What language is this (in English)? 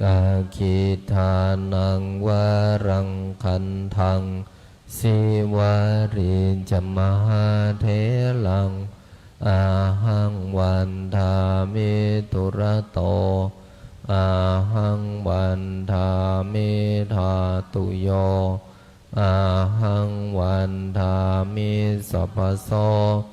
Pali